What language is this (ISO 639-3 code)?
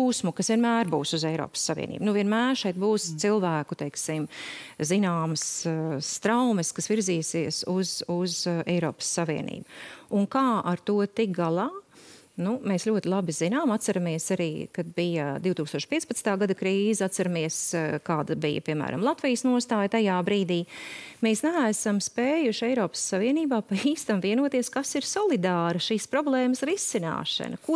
lav